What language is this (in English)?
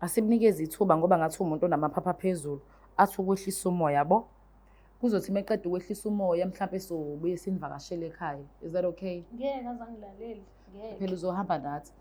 Zulu